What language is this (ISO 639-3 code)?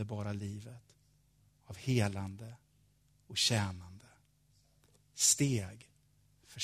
swe